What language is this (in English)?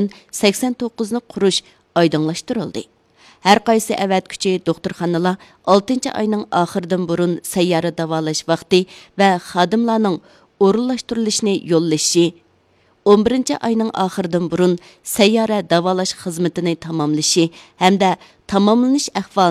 Uyghur